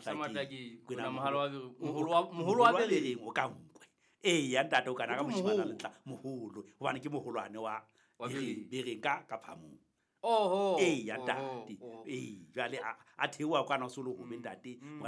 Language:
Southern Sotho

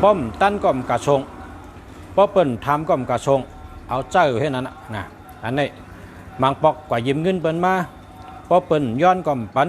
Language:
Shan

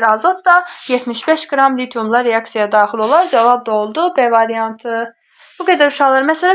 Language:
Azerbaijani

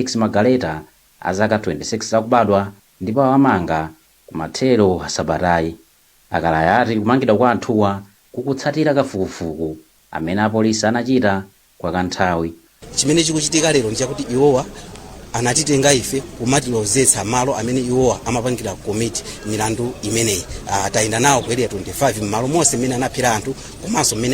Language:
Nyanja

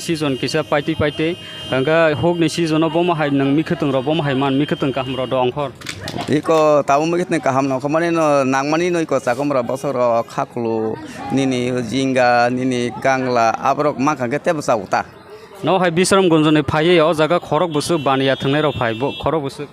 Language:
Kok Borok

